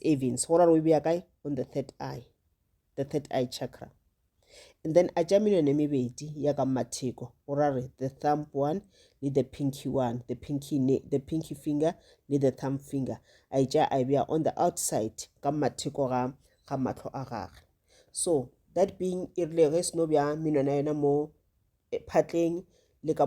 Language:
Northern Sotho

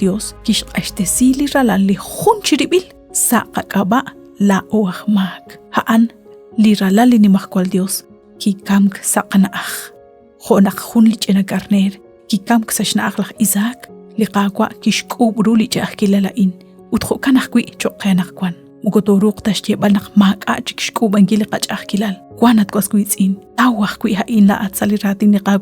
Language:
Kekchí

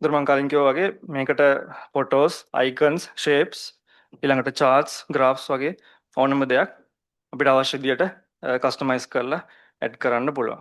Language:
Sinhala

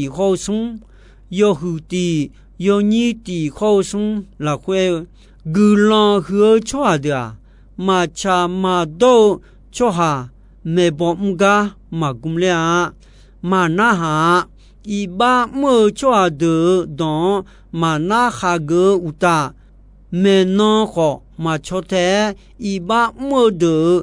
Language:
Akha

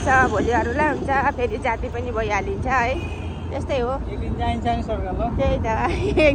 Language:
Nepali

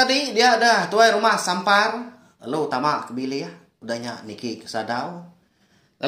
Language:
Iban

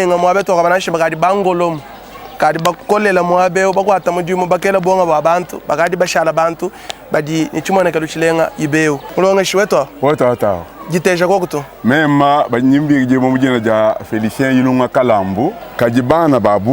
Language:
Luba-Lulua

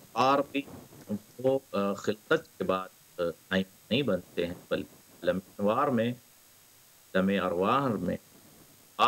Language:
Urdu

